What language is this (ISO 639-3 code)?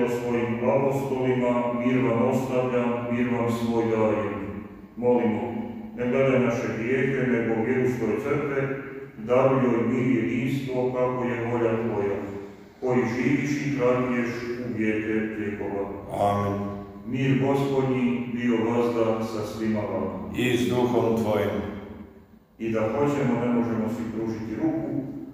hrv